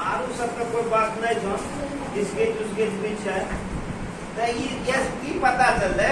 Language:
Angika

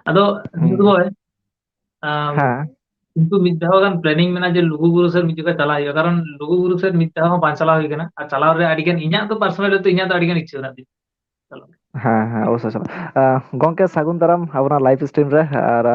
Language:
Santali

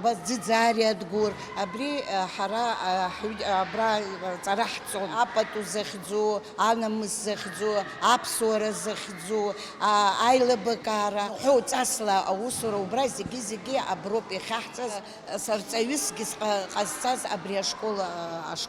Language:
Abkhazian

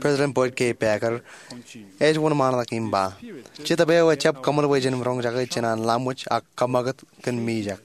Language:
Marshallese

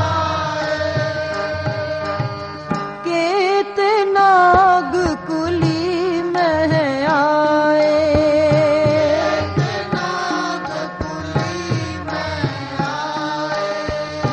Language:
Punjabi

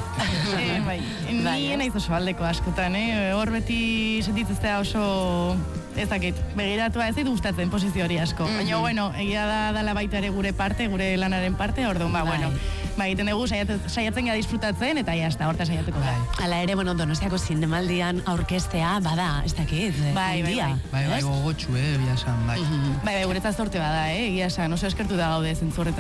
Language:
Basque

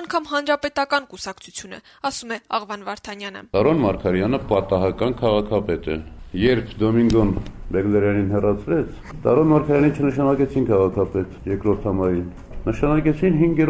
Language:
Armenian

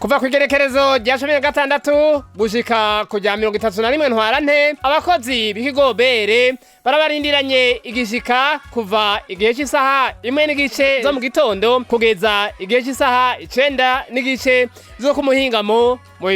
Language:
Rundi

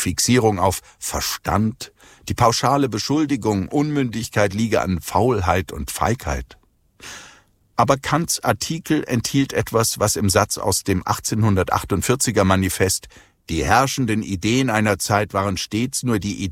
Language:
German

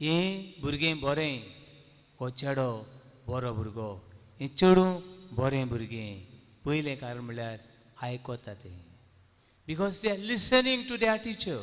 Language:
Konkani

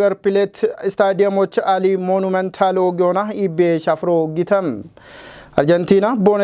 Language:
Kafa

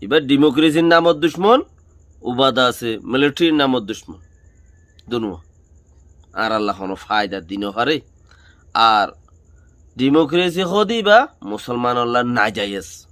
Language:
Rohingya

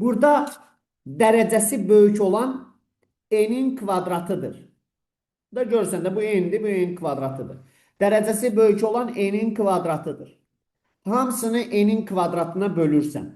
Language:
Azerbaijani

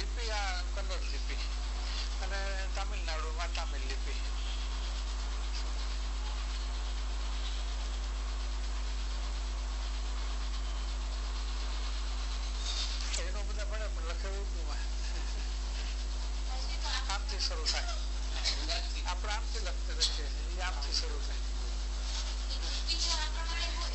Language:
Gujarati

